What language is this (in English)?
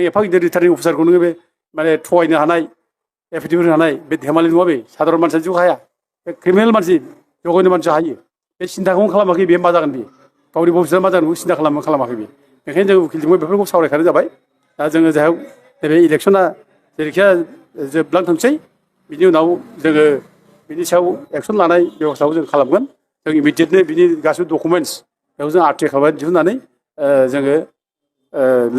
Bodo